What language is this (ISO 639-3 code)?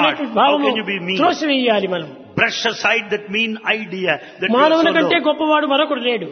tel